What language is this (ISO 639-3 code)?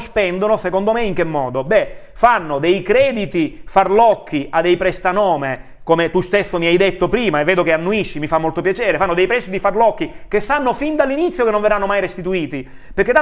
ita